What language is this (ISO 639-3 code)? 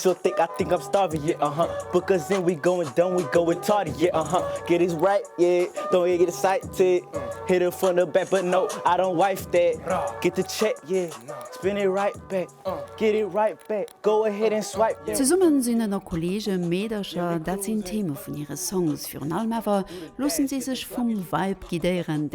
ltz